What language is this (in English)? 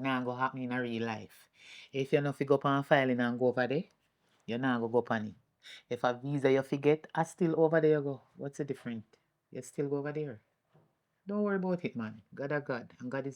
Jamaican Creole English